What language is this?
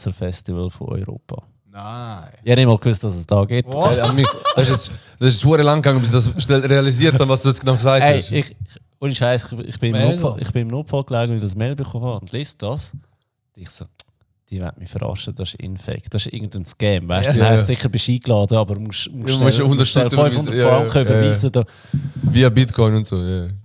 Swiss German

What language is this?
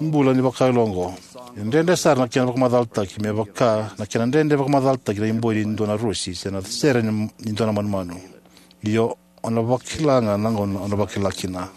Fijian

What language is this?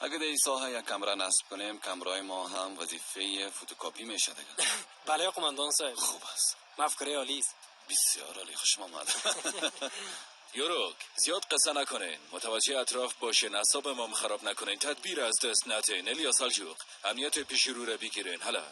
Persian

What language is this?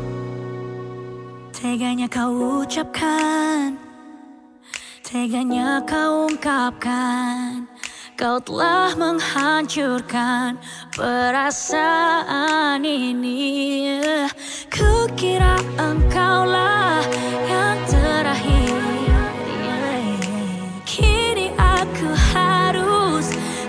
Indonesian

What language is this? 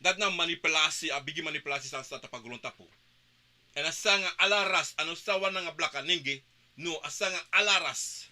Sranan Tongo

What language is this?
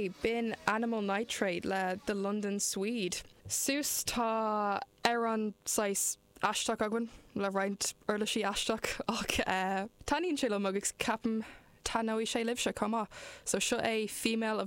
Irish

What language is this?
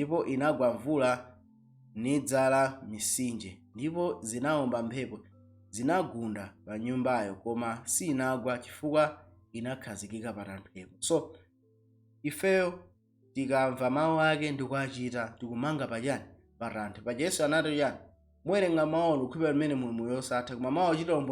Nyanja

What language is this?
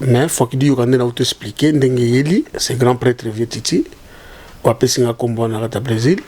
Lingala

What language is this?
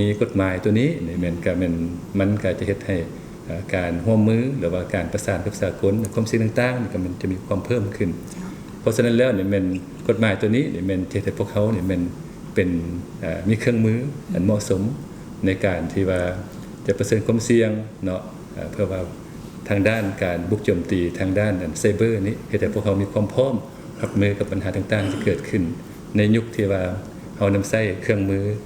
Lao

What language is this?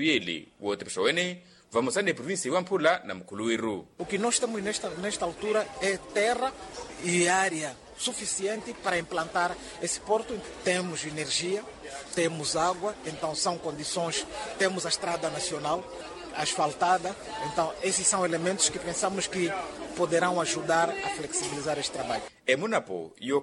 Makhuwa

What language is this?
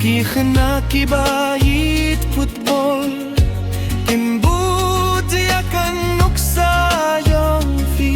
Khasi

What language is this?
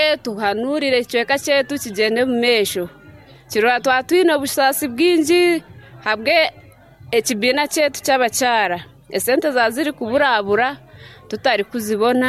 Nyankole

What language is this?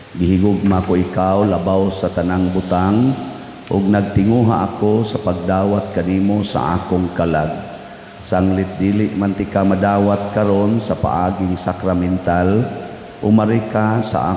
Cebuano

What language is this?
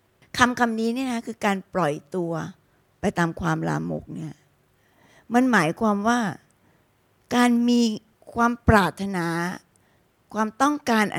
Thai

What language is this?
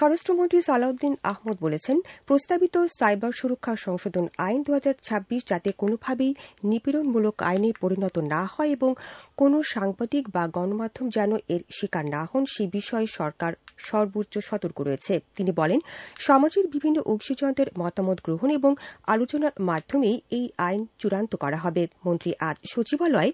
Bangla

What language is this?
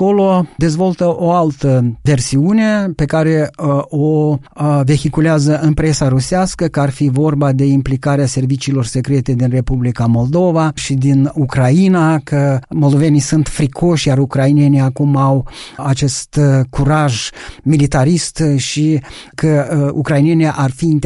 Romanian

